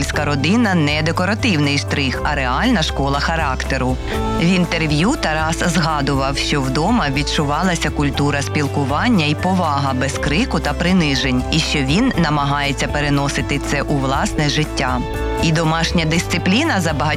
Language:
Ukrainian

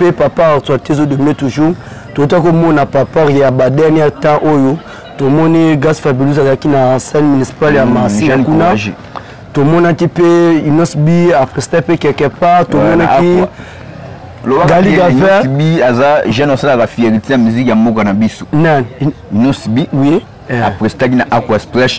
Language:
Lingala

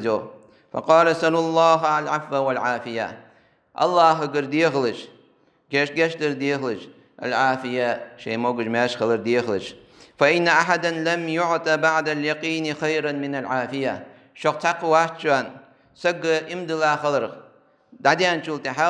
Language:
Ingush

